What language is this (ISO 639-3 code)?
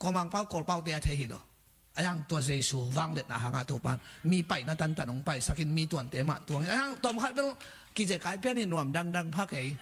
ctd